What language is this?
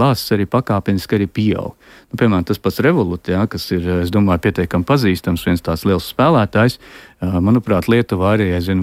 Latvian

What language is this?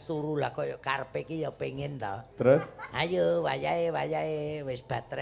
Javanese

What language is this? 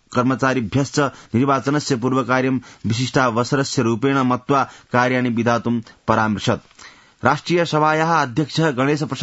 Sanskrit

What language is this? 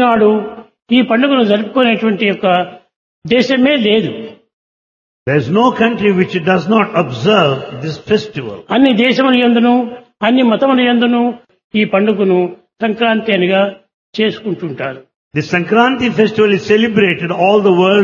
Telugu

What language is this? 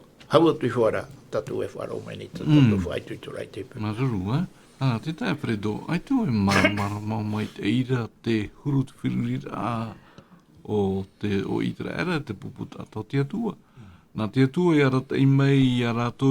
Tahitian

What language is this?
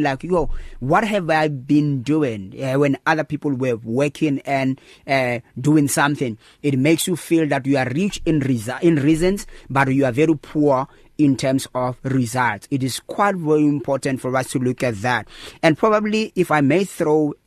English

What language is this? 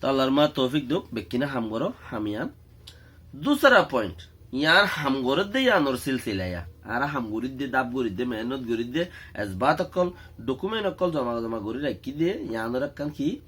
Rohingya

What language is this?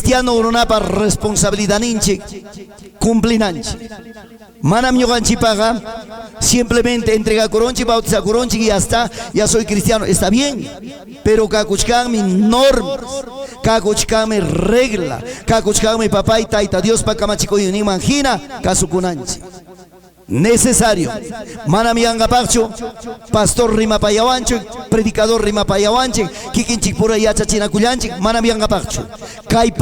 Ayacucho Quechua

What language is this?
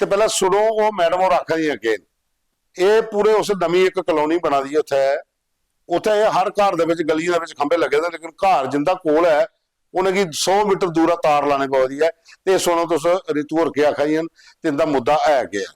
Dogri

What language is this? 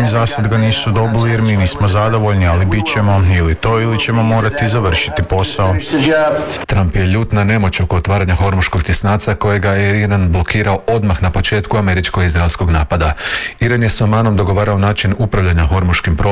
Croatian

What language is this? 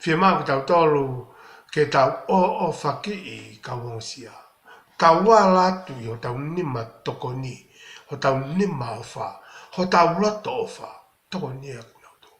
Tongan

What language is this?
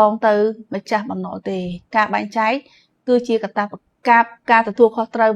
Khmer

